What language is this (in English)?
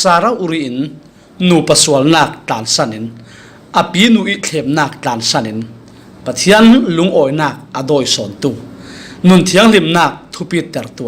Falam Chin